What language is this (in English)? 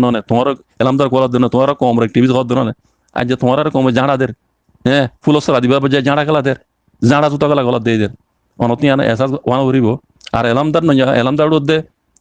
Rohingya